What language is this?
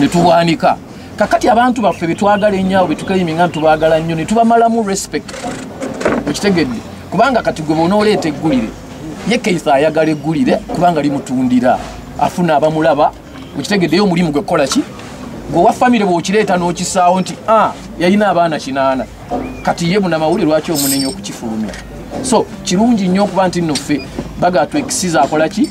Ganda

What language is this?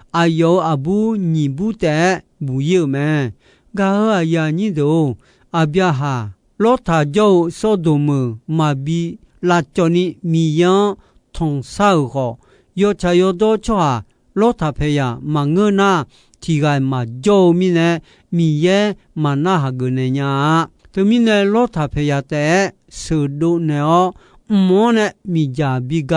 Akha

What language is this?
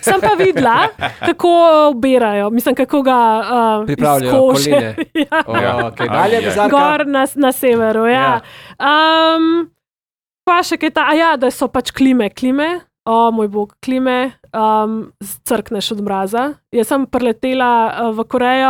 Slovenian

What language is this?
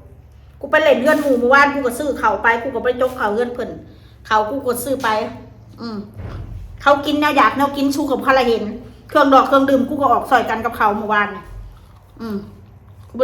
Northeastern Thai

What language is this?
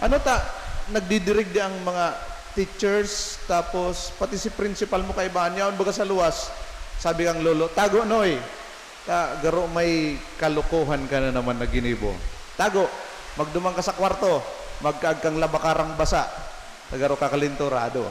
Bikol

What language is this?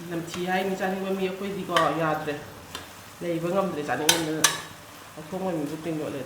Manipuri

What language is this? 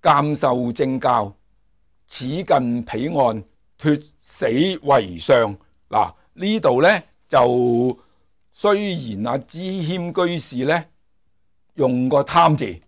Cantonese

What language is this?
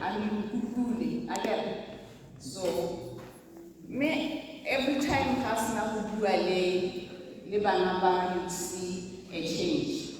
Tswana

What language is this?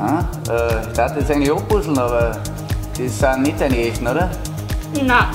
Bavarian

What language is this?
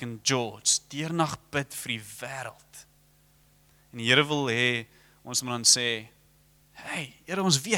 Afrikaans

